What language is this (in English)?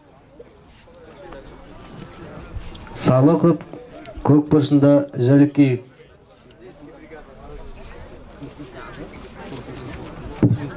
Kazakh